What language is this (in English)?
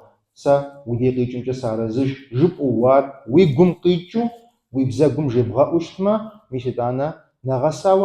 Kabardian